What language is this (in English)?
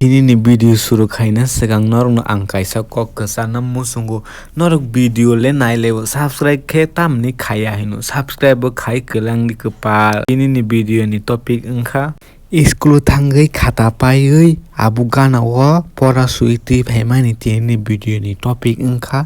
Kok Borok